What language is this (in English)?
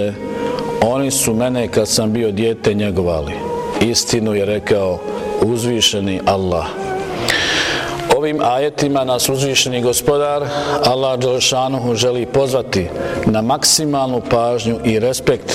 Bosnian